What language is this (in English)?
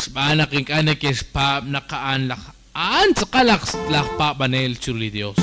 Kekchí